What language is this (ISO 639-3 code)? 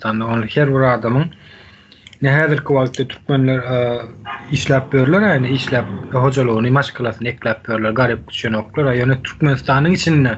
tuk